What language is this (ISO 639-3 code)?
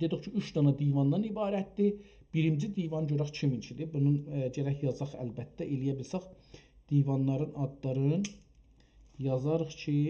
azb